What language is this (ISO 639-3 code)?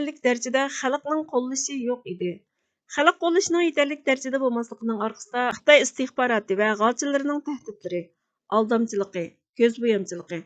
uig